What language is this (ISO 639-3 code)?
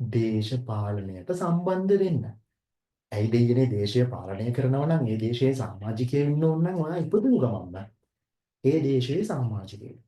sin